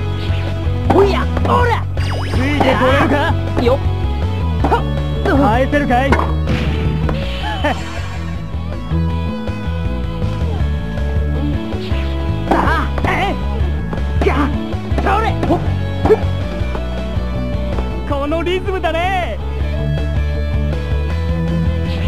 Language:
Japanese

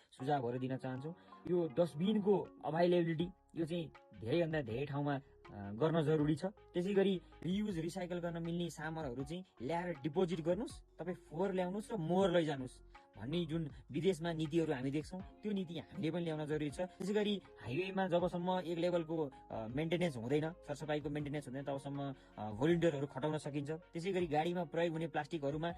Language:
Nepali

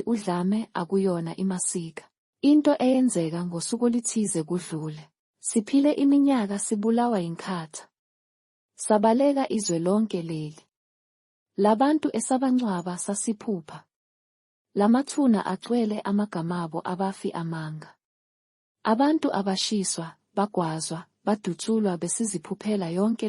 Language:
Zulu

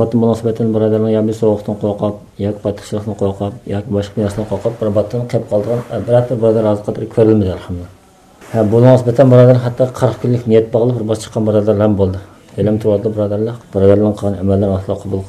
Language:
Uyghur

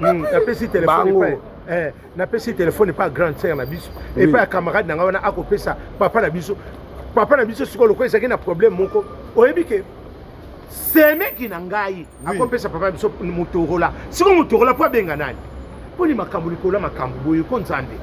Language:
Lingala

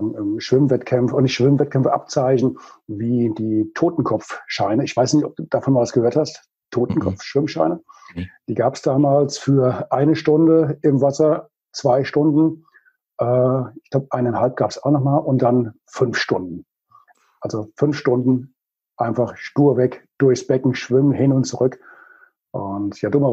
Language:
German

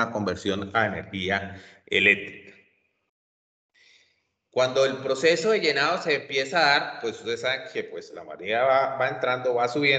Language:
Spanish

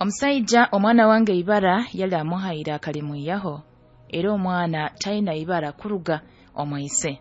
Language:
Nyoro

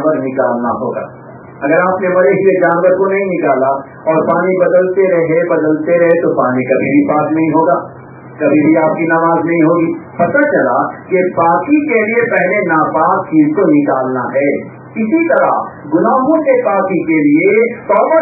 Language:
Urdu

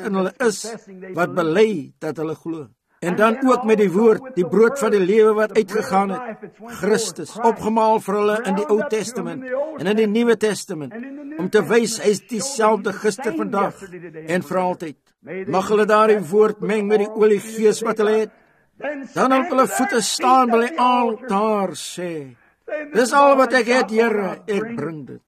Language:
Afrikaans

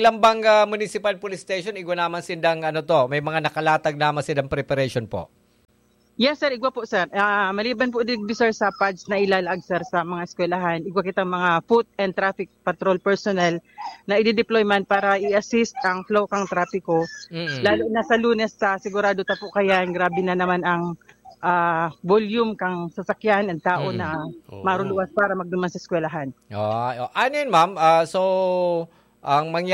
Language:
Bikol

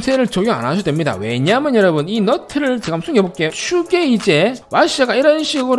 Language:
Korean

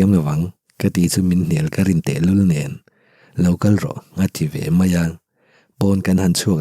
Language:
Mizo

